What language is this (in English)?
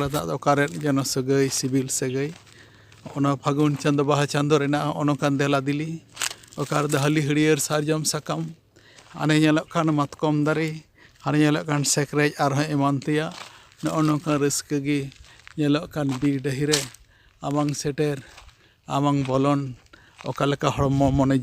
Santali